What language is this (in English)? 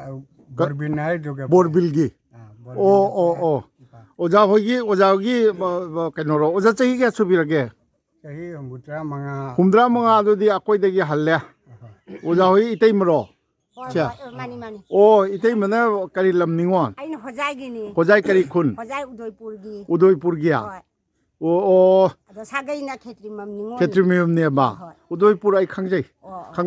Manipuri